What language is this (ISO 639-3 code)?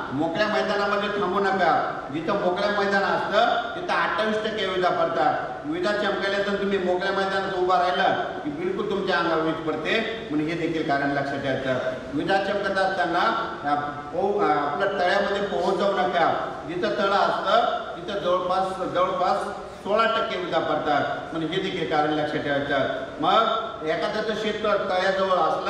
mar